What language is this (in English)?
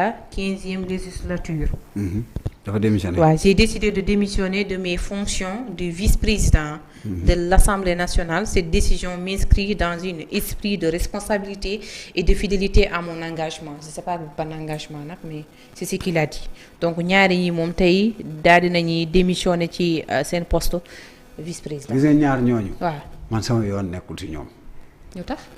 Wolof